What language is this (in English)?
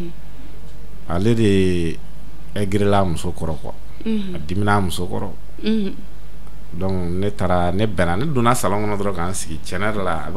Bambara